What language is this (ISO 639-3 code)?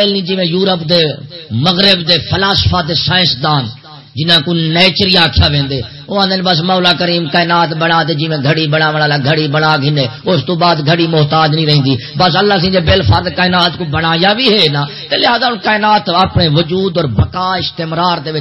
skr